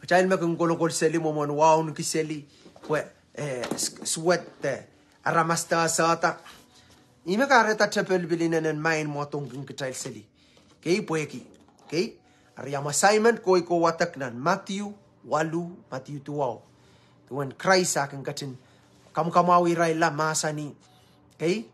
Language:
Pohnpeian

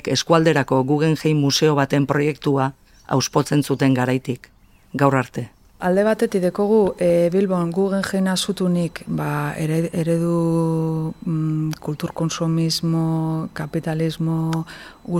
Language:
Basque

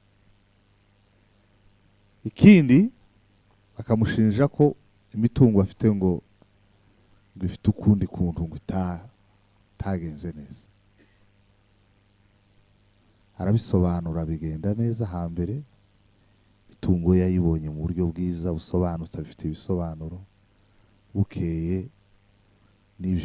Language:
Kinyarwanda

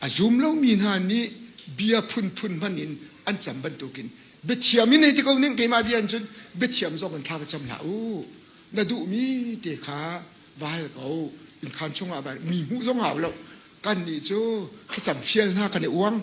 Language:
Hakha Chin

